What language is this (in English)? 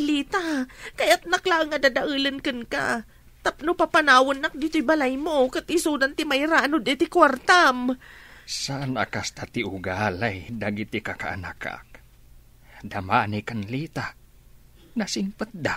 Iloko